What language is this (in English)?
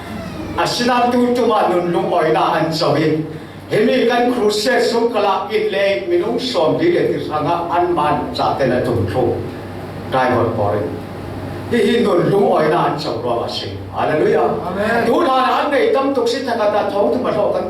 Falam Chin